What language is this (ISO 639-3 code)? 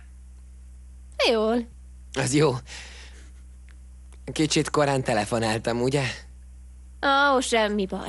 hun